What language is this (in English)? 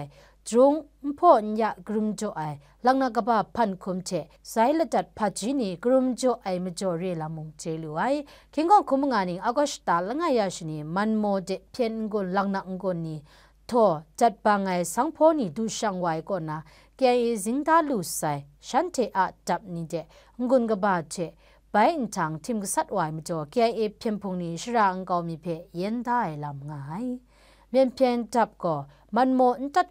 Kachin